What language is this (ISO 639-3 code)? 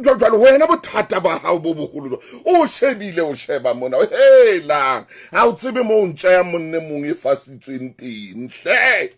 sot